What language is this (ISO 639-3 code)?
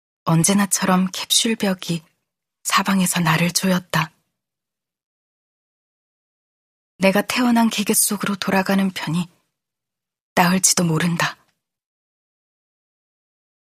kor